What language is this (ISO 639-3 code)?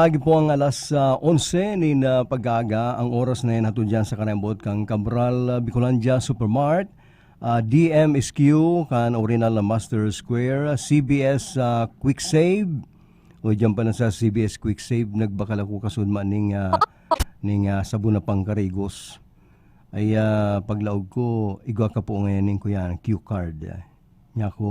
bik